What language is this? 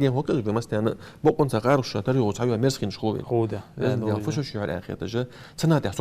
Ingush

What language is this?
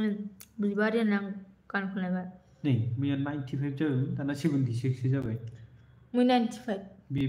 Bodo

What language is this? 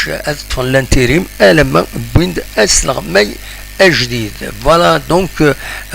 Kabyle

